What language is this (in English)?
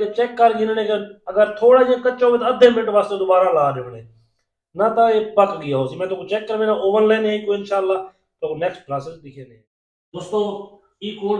Saraiki